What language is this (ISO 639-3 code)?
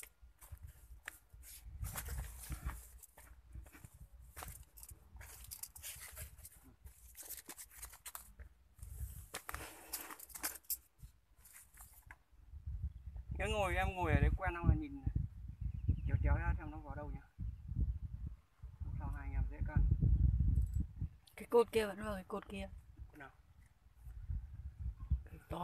vie